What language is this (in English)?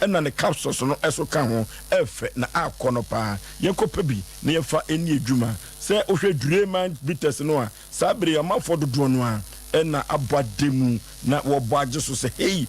Akan